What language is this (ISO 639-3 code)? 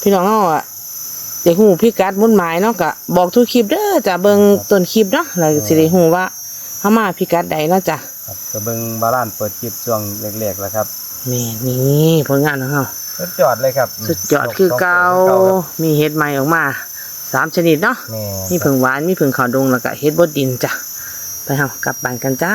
tts